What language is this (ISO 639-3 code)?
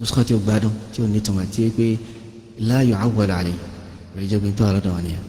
yor